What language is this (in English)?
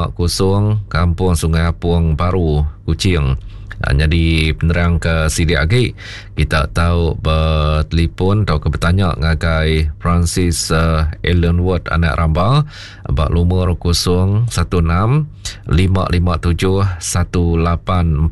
Iban